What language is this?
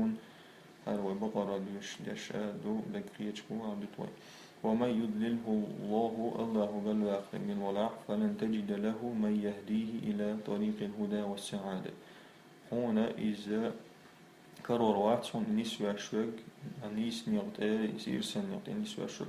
Chechen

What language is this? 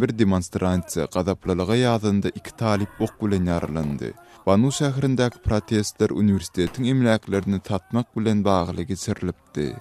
Turkmen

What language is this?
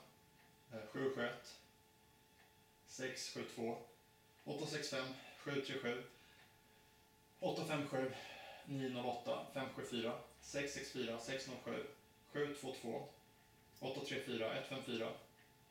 Swedish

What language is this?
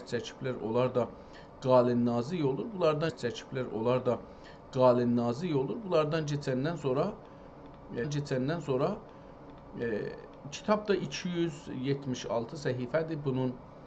South Azerbaijani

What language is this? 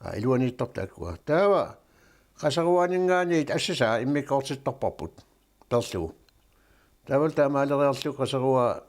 Kalaallisut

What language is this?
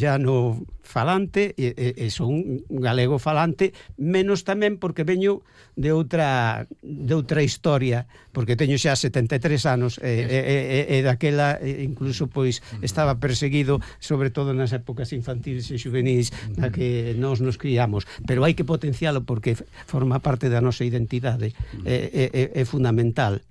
Galician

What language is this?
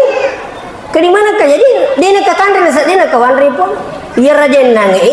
Buginese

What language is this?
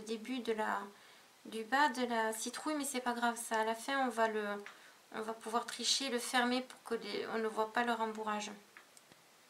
French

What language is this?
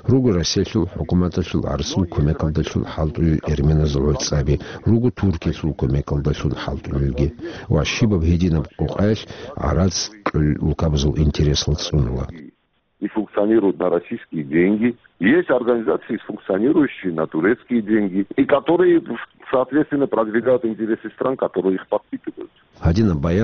Avaric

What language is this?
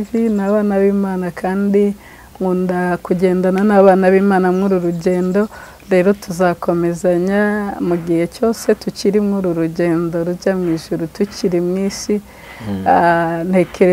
Kinyarwanda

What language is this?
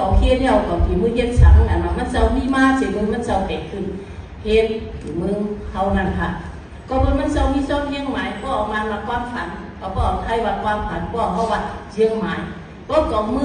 Shan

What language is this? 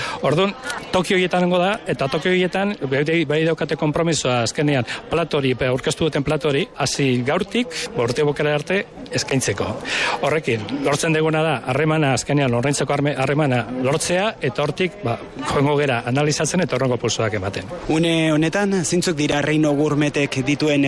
Basque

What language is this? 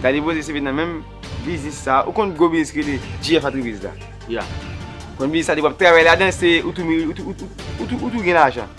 Haitian Creole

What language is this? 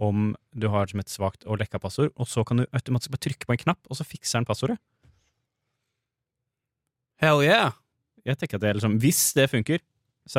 Norwegian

